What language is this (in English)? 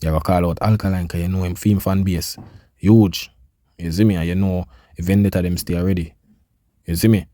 Jamaican Creole English